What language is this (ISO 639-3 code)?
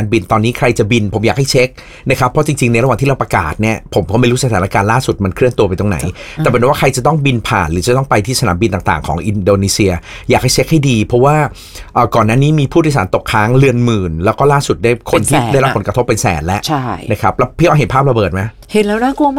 tha